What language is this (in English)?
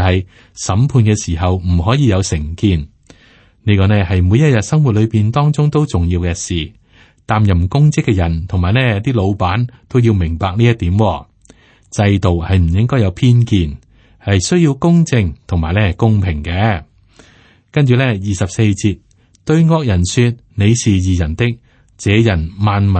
Cantonese